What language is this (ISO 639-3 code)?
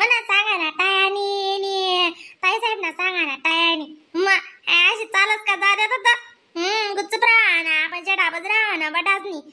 khn